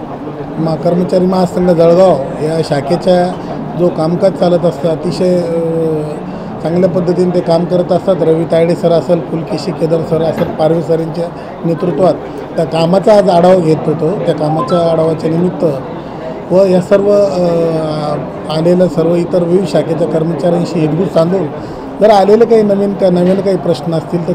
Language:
Marathi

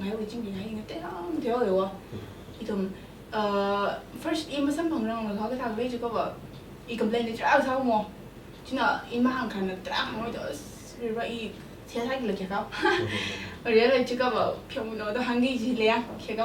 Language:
Tangkhul Naga (India)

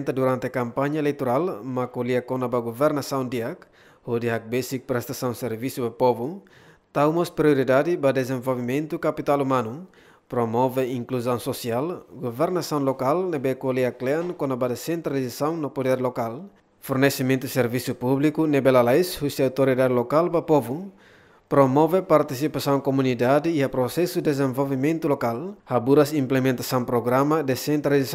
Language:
Tetum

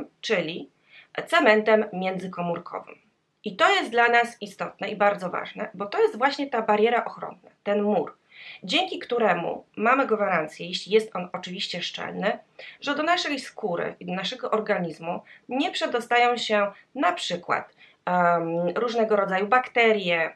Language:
Polish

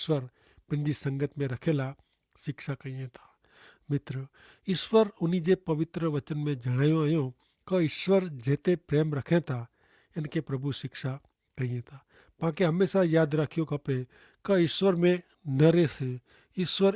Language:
Kachhi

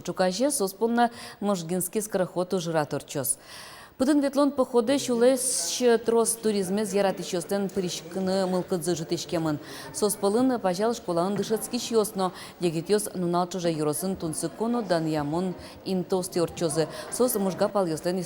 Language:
Udmurt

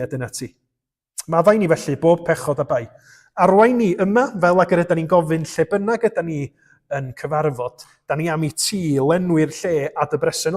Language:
Welsh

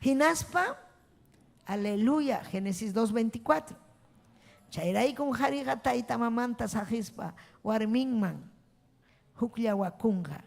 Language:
Ayacucho Quechua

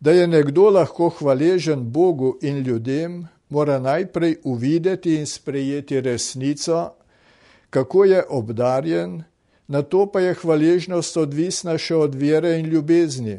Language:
Slovenian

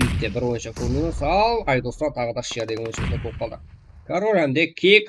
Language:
Kara-Kalpak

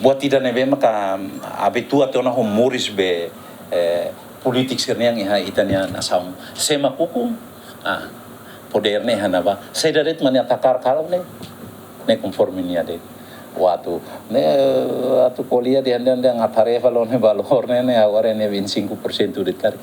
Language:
Tetum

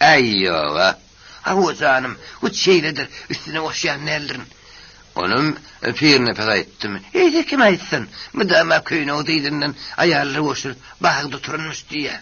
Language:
Turkmen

